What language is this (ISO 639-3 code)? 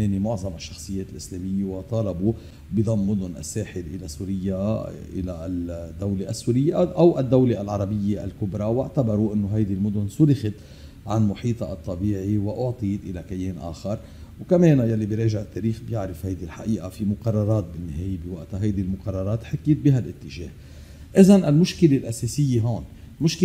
apc